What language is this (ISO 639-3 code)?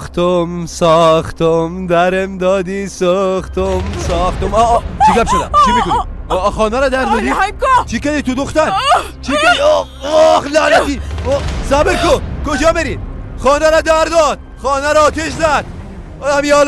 fas